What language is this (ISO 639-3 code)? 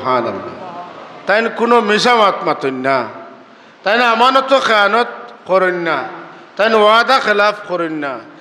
syl